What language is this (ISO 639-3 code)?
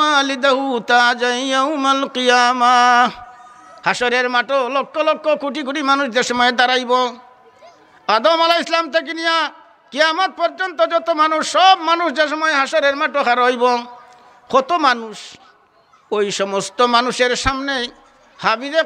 syl